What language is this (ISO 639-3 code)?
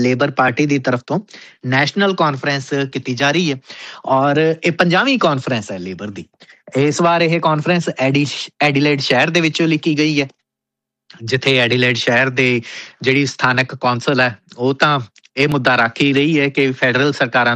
pan